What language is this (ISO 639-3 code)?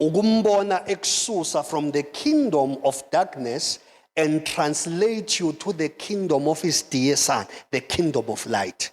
zul